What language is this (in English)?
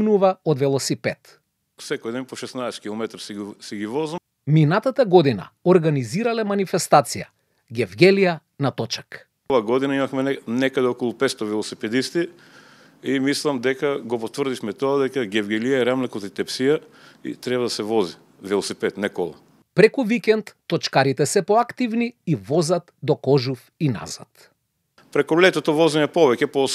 Macedonian